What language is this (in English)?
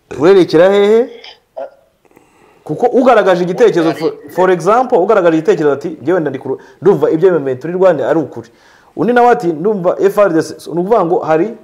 Kinyarwanda